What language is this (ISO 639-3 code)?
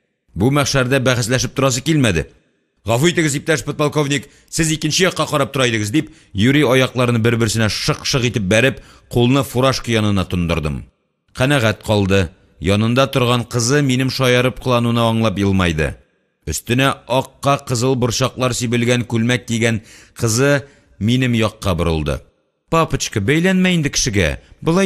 tat